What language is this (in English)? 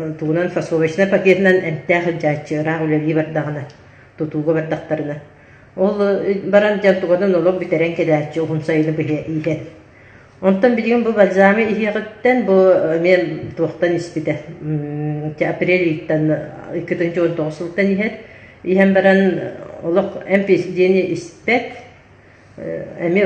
Yakut